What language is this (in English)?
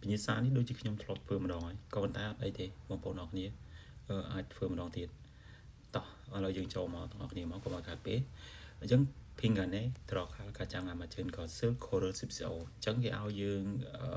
Khmer